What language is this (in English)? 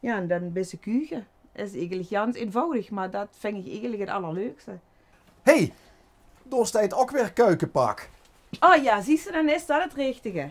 Limburgish